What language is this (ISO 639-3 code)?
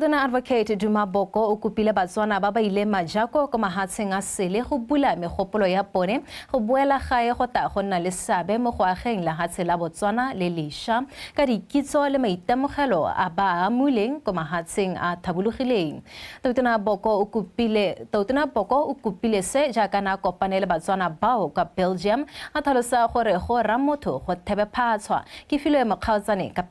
tsn